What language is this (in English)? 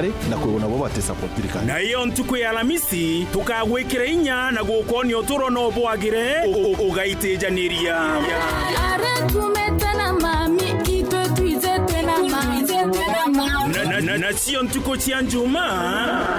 Meru